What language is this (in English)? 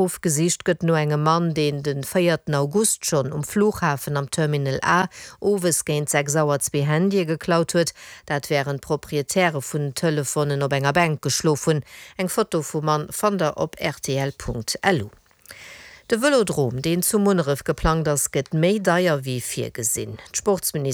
Luxembourgish